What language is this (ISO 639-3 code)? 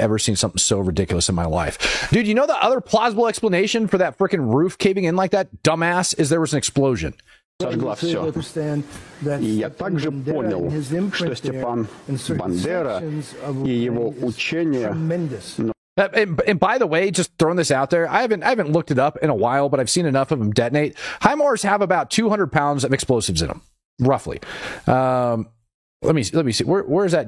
eng